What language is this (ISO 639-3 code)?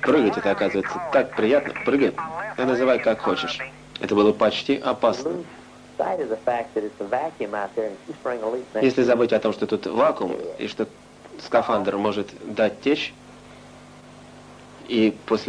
rus